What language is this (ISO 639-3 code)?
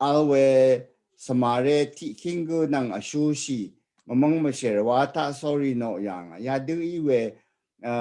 raw